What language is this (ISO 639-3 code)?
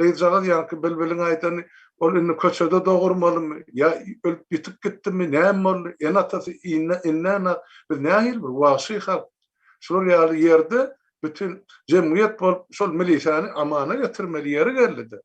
tuk